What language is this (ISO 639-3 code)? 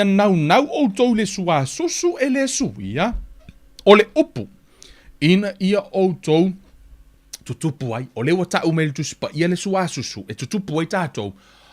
smo